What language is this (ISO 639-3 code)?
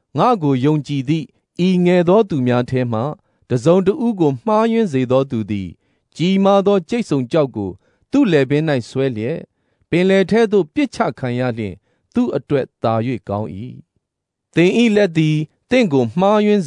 mya